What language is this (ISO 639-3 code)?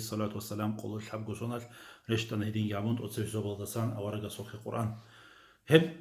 ava